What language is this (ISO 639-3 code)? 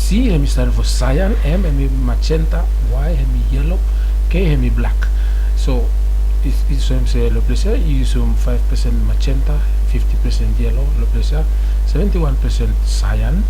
bis